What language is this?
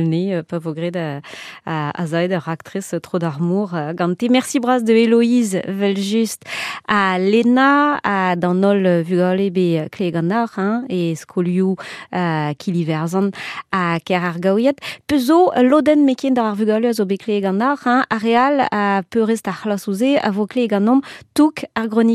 Breton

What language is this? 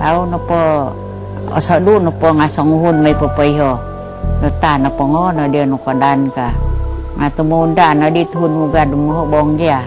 Central Dusun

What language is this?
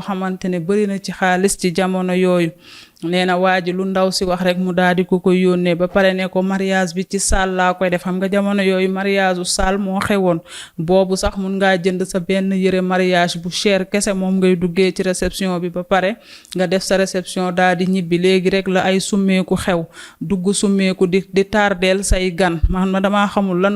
Wolof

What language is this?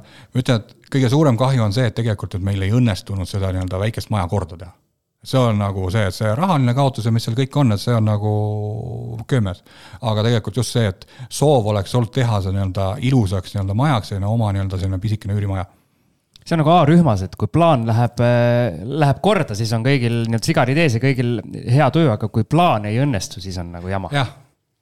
Estonian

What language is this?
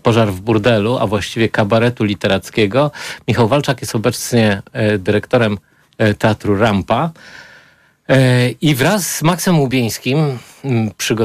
Polish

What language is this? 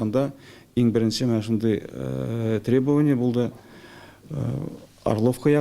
Tatar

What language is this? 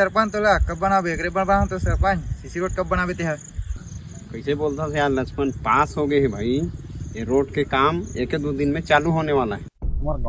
Chhattisgarhi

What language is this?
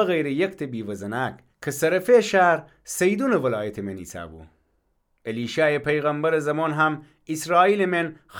Gilaki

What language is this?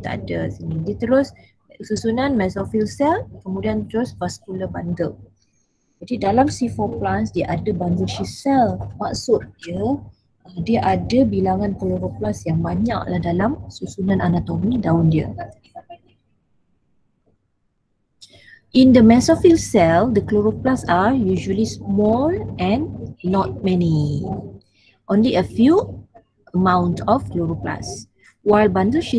Malay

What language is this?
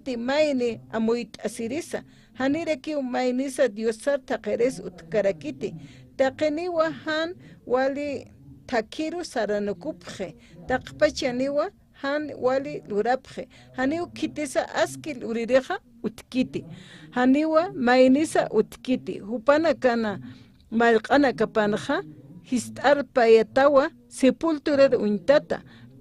Aymara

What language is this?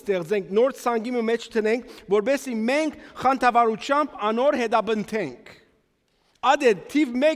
Western Armenian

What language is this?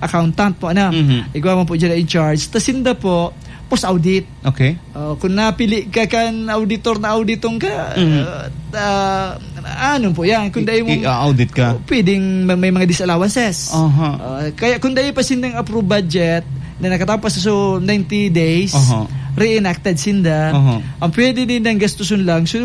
Bikol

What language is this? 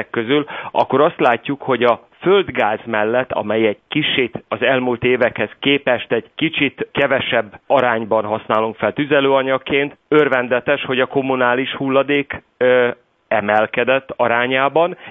Hungarian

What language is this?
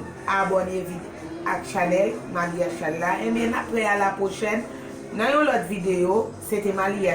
Haitian Creole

